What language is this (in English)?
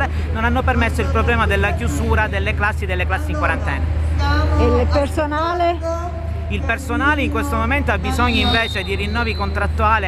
Italian